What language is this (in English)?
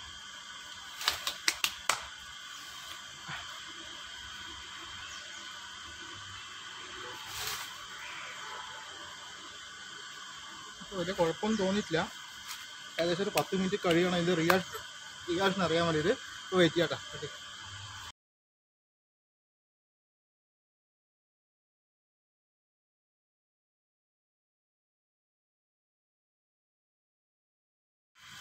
Malayalam